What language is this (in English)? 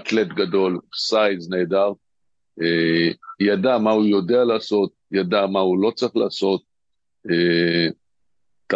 Hebrew